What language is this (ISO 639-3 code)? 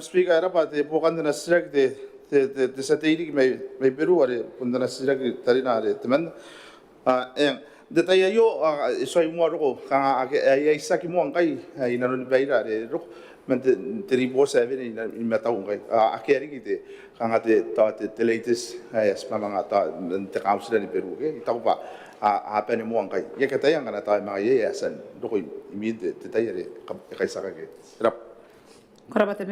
gil